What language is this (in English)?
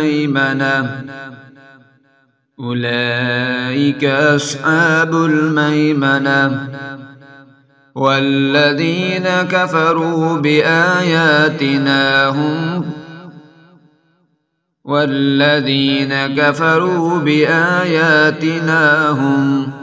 Arabic